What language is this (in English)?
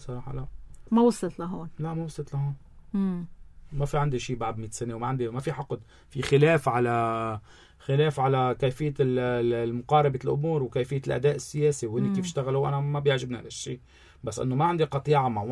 North Levantine Arabic